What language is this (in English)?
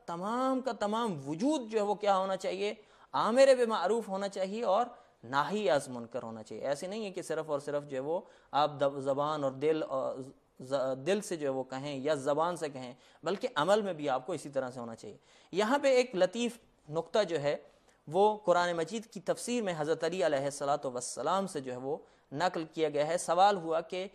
Urdu